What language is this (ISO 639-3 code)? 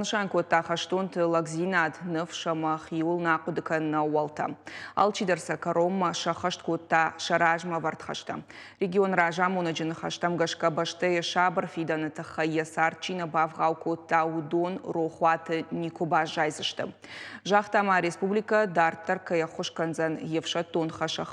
oss